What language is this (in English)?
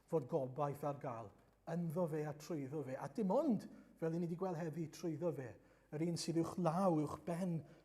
Welsh